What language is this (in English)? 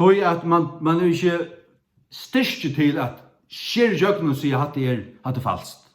Faroese